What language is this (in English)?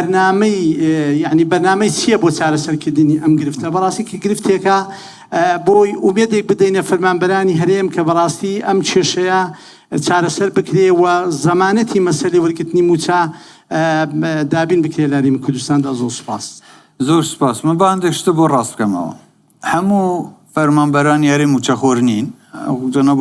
Central Kurdish